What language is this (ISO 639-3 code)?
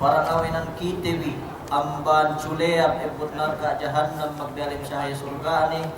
yka